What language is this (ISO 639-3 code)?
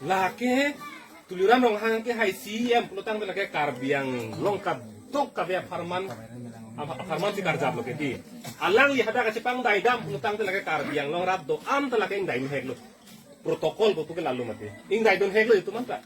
mjw